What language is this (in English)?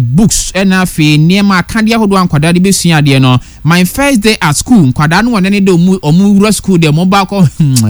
Akan